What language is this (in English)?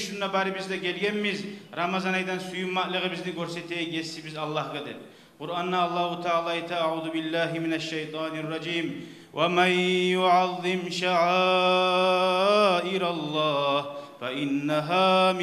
Kumyk